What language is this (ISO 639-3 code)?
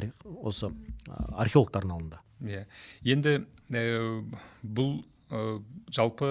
kaz